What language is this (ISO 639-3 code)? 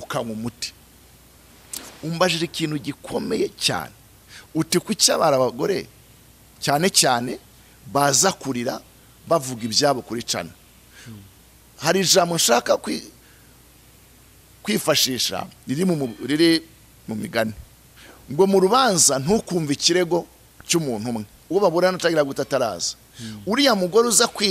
kin